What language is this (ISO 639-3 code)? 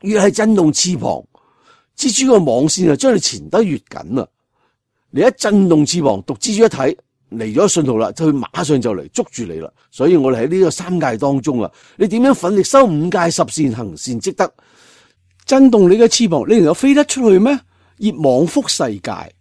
yue